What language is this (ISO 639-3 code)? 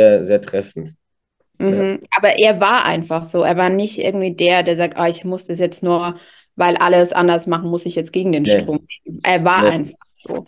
deu